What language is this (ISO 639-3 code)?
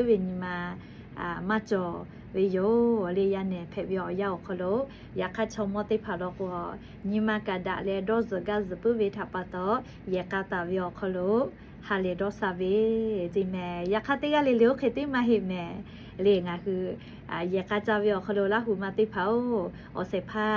lhu